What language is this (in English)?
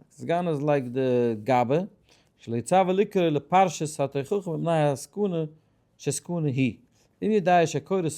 Yiddish